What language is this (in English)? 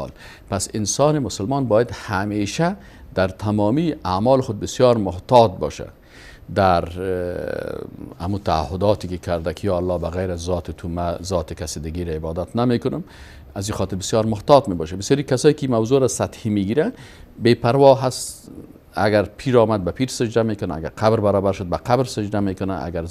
Persian